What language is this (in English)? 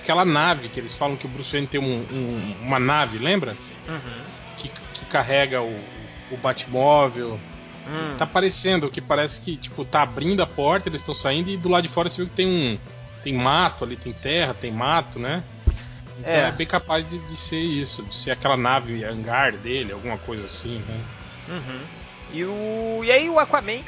Portuguese